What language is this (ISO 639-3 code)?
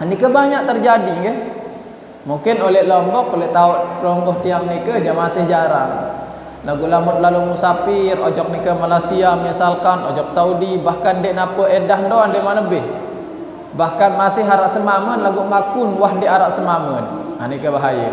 sas